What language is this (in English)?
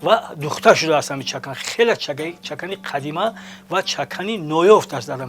Tajik